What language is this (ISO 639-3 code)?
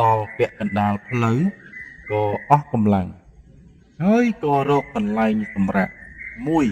khm